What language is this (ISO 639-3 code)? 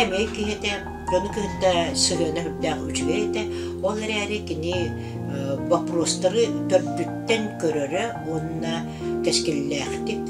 sah